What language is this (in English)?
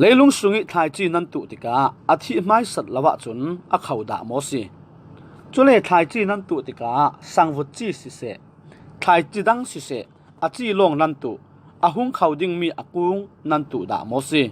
Falam Chin